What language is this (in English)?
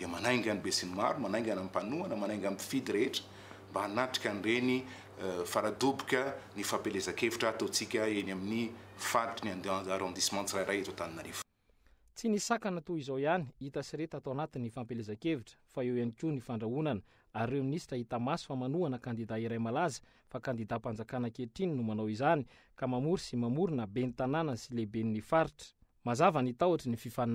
Malagasy